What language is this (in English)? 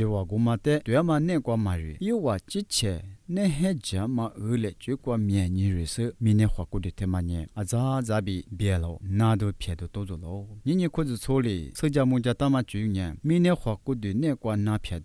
Lisu